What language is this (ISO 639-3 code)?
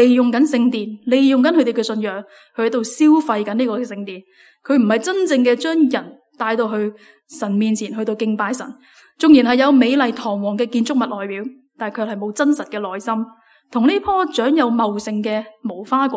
yue